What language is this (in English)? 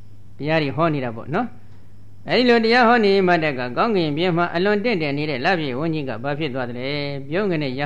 Burmese